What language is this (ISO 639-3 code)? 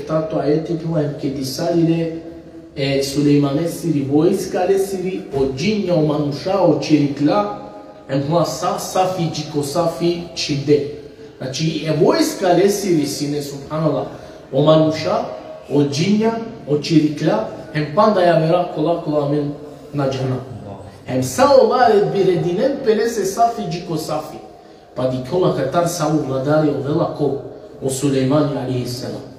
rmn